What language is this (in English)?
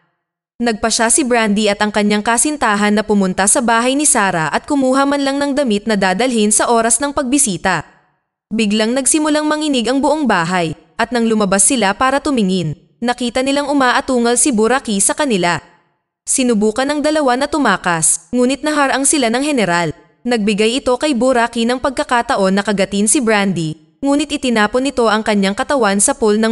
Filipino